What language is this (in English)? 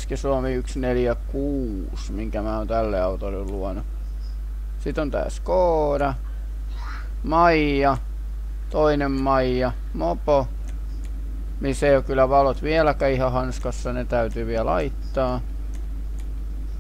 Finnish